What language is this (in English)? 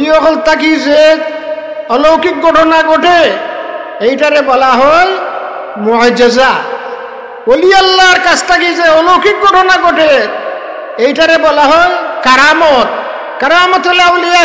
Sylheti